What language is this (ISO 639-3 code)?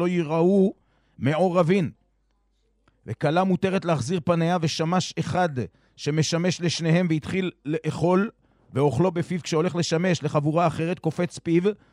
heb